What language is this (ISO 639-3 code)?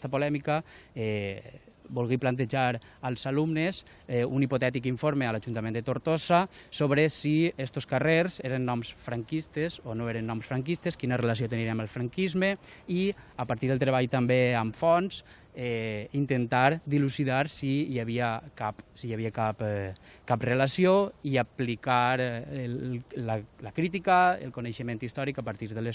cat